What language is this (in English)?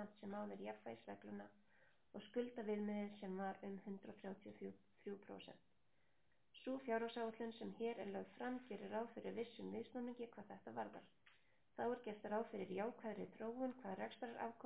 Icelandic